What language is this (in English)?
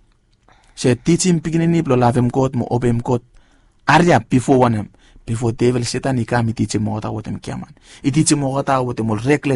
Bislama